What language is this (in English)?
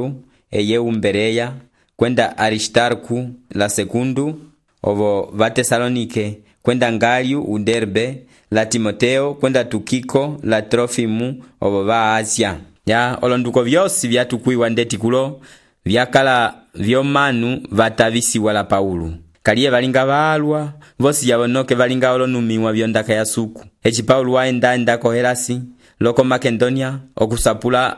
Umbundu